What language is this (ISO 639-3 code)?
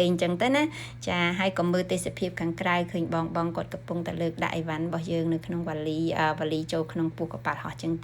khm